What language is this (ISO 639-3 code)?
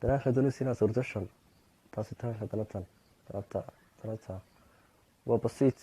som